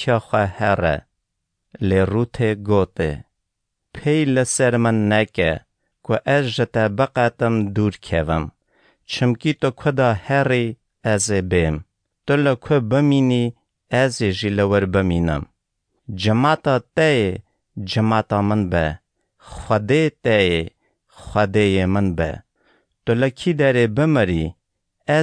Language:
Kurdish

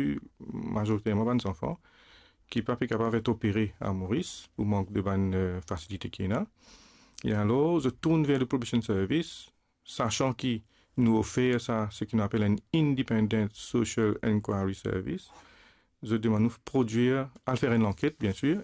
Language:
Morisyen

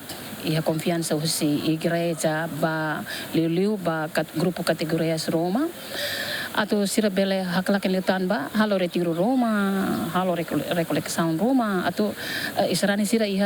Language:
Tetum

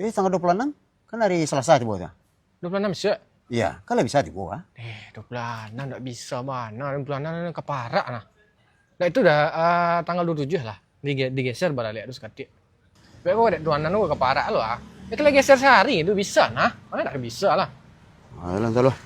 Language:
Minangkabau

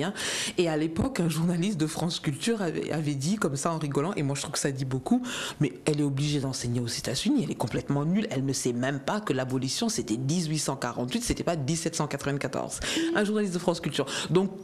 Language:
French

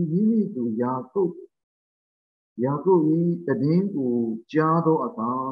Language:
Burmese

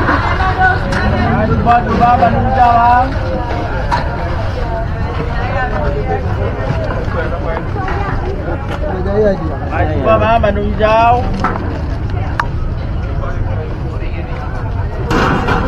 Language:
Malay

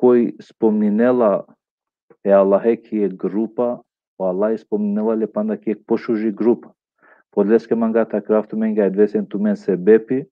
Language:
Balkan Romani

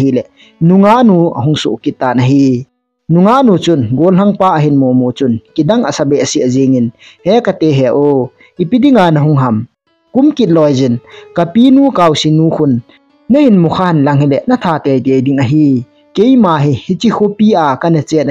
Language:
Thado Chin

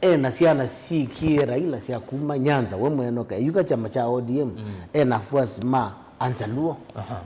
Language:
Kamba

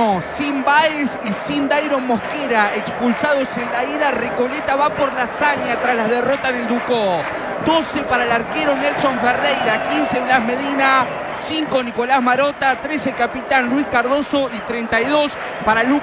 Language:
Spanish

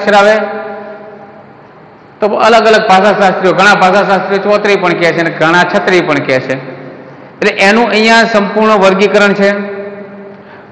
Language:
Gujarati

